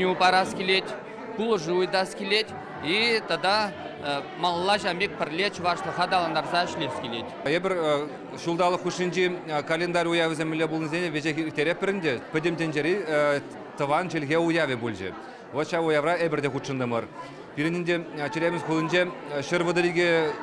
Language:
Chuvash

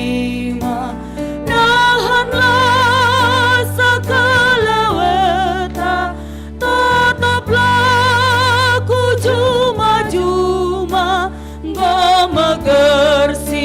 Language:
Batak Karo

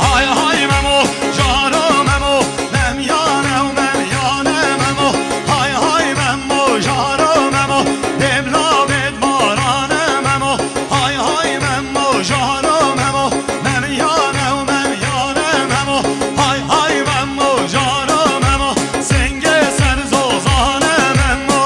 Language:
Kurdish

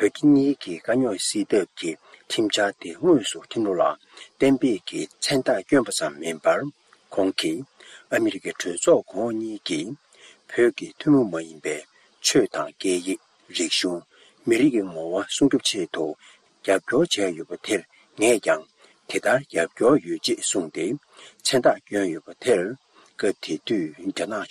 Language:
Tibetan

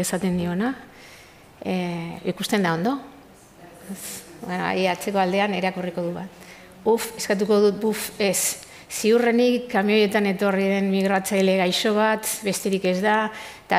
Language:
Basque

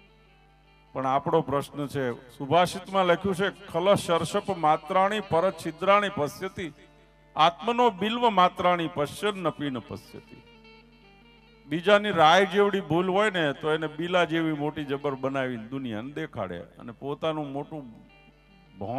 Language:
Gujarati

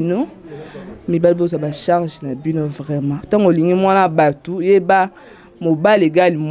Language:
Lingala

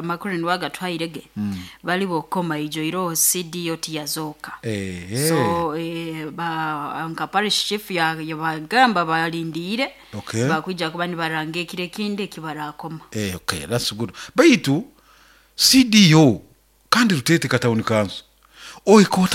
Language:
Nyoro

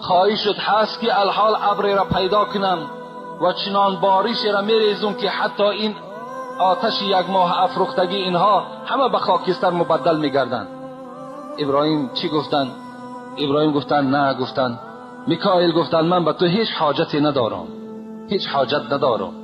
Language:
Tajik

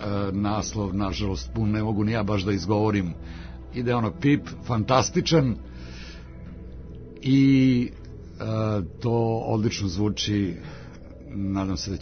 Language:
Serbian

